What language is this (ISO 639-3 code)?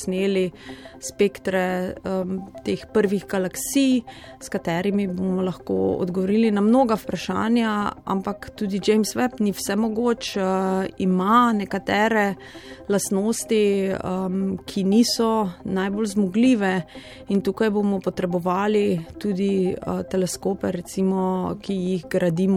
slv